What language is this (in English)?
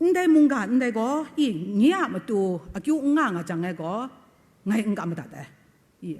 Kachin